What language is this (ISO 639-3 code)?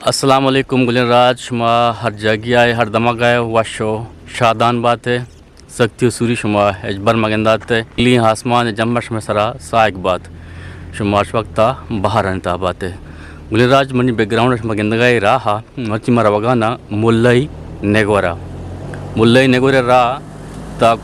bgp